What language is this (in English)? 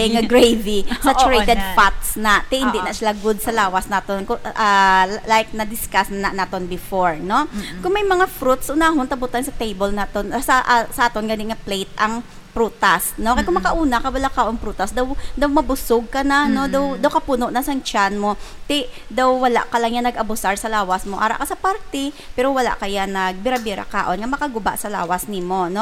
Hiligaynon